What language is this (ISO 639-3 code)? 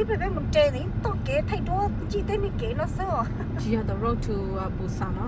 hmn